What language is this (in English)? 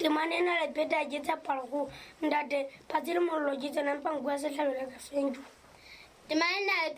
Southern Sotho